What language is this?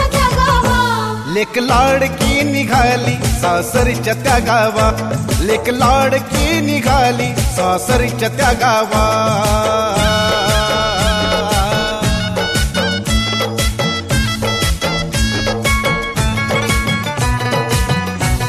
Marathi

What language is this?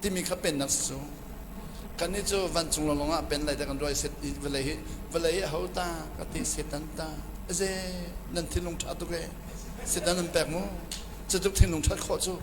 Hakha Chin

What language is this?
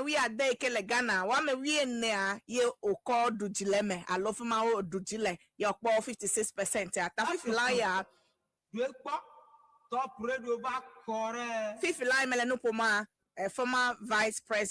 Ewe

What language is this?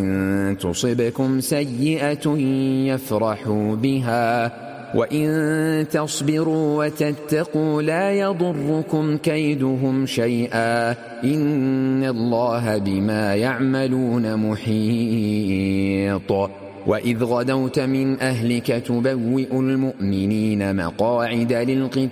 Arabic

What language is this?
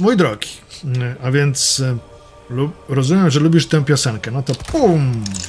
Polish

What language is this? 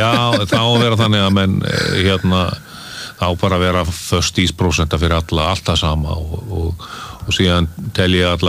Icelandic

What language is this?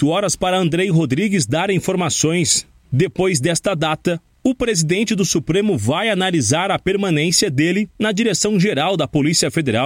Portuguese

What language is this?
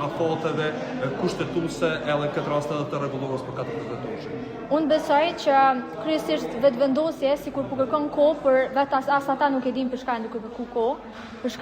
Albanian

